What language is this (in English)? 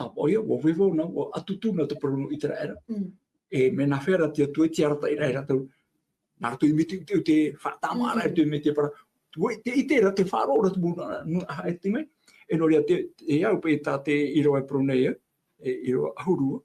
Tahitian